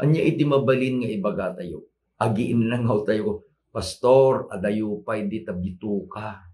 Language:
Iloko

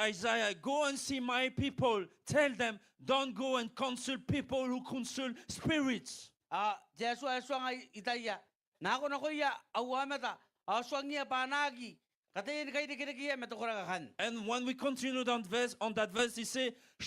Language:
Gilbertese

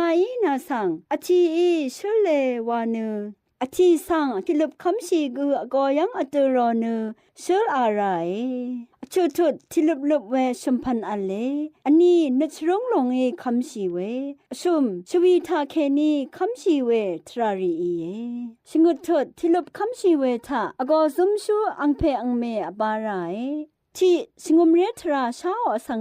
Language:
Rawang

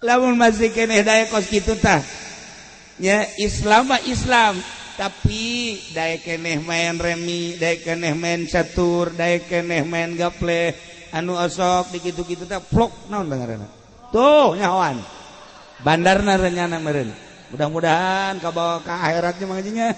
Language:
Sundanese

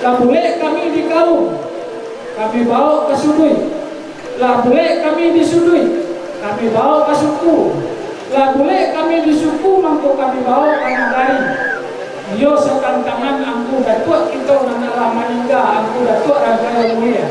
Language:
Minangkabau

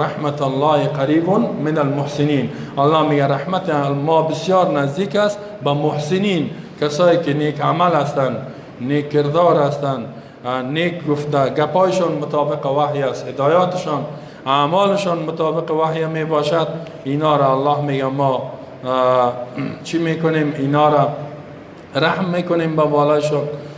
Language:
Persian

